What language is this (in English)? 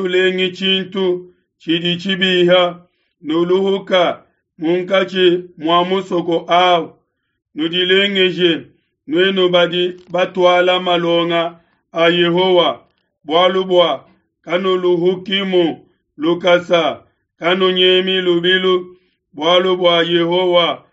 Luba-Lulua